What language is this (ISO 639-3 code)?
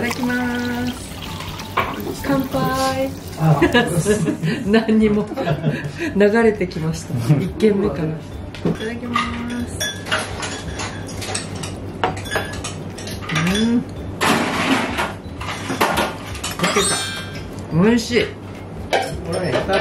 jpn